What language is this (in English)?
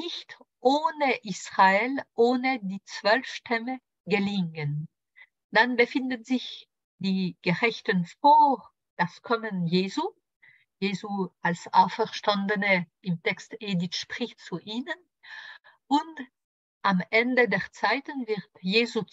German